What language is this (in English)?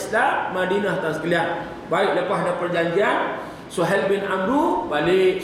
Malay